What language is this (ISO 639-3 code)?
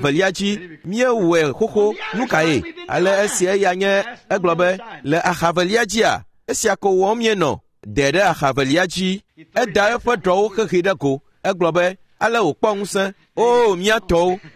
ewe